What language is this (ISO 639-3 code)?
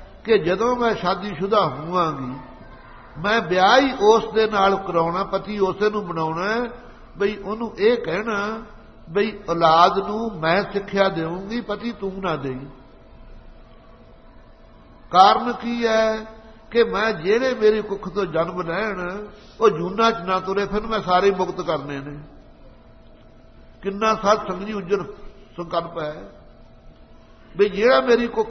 pan